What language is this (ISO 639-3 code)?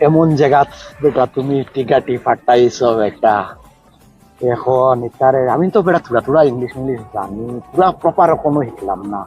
syl